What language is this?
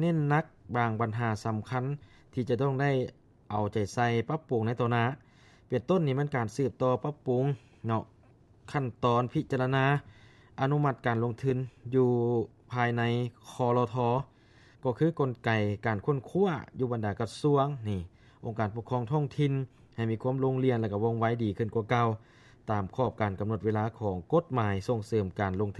Lao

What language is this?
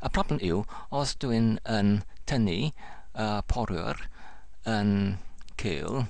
Welsh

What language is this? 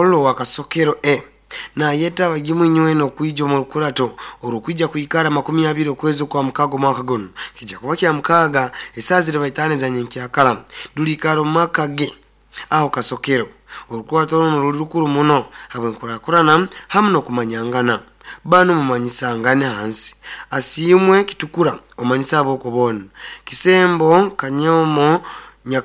Nyoro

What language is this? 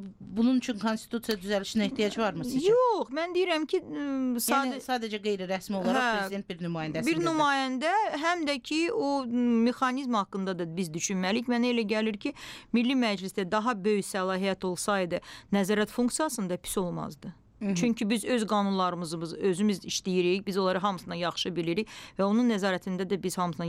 Azerbaijani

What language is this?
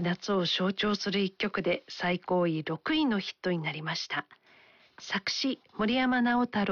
Japanese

